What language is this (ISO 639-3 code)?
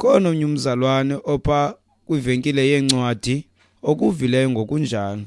xho